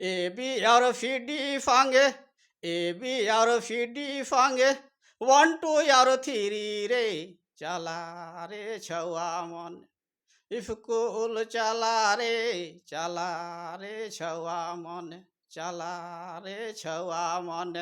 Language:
Sadri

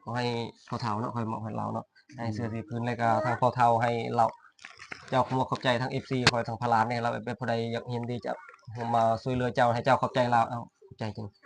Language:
Lao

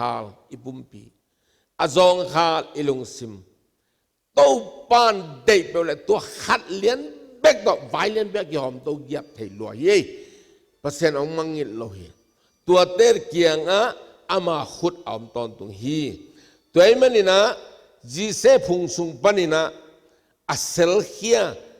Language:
Tedim Chin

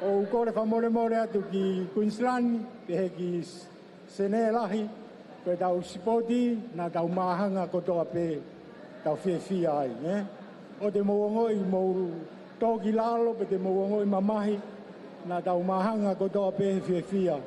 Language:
Tongan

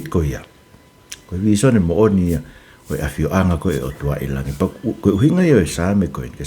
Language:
Tongan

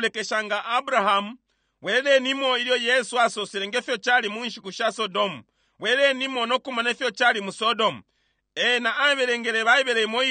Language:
Bemba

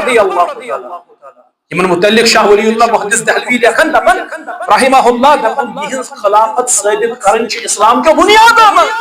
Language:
Kashmiri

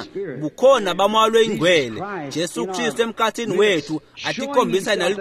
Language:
Swati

